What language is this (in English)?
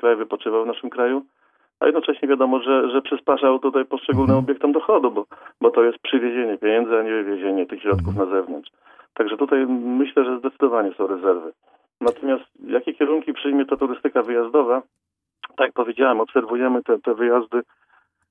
Polish